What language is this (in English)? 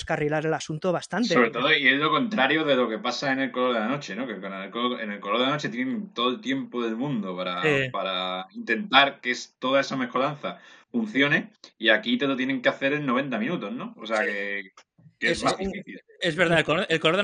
Spanish